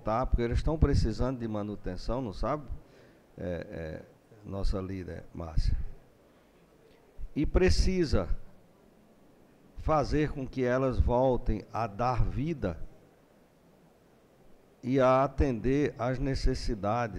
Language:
Portuguese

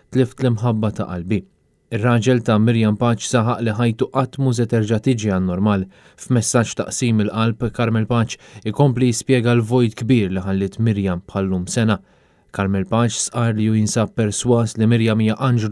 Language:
Maltese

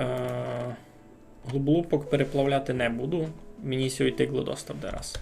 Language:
Rusyn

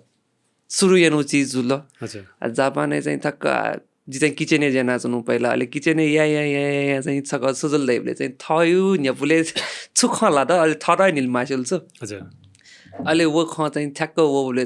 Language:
Newari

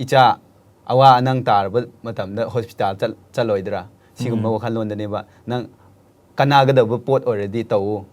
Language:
Manipuri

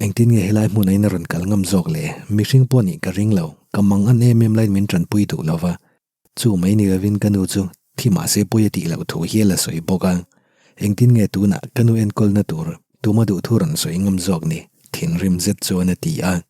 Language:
Mizo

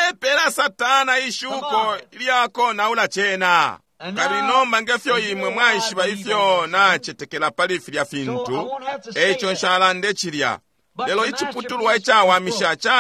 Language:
Bemba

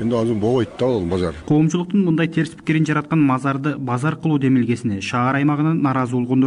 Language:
Kyrgyz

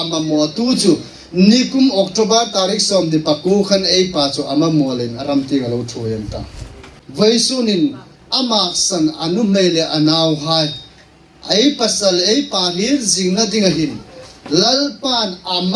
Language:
Hmar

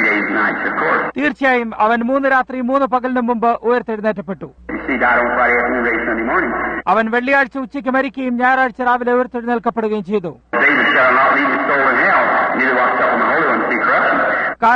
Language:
Malayalam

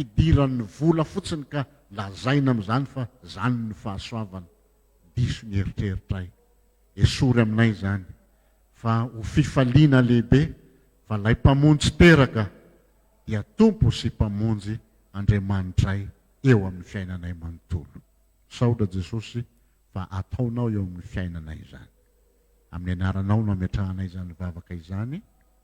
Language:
Malagasy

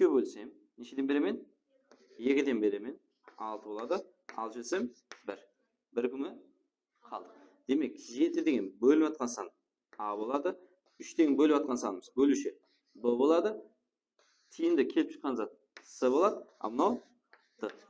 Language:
Kara-Kalpak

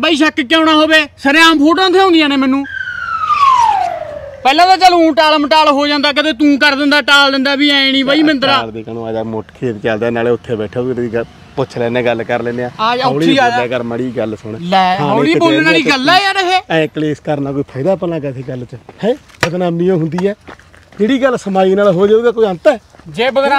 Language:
Punjabi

